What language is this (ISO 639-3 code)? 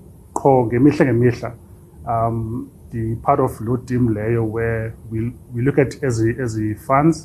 xho